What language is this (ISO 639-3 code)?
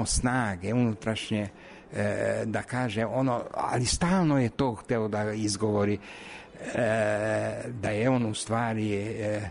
srp